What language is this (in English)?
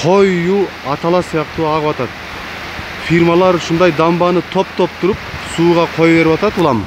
Kyrgyz